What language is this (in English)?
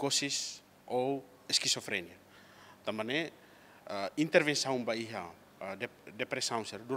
Tetum